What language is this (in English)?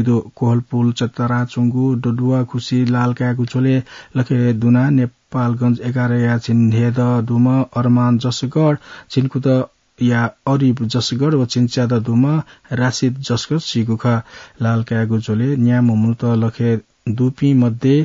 Newari